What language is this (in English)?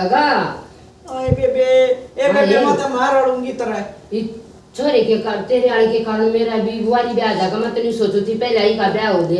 Haryanvi